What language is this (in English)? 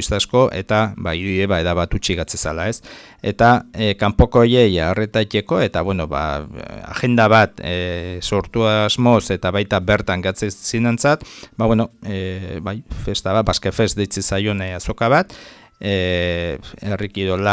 Basque